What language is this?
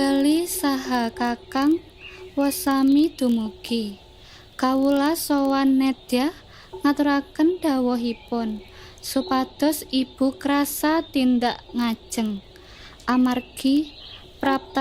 Javanese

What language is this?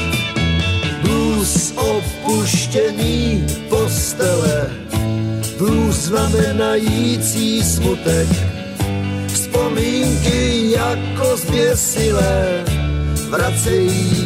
Czech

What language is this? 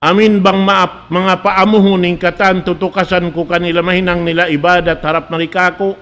Tausug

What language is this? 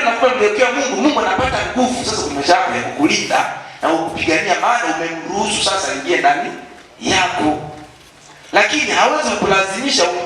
Swahili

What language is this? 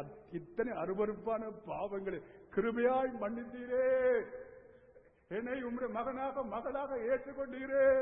Tamil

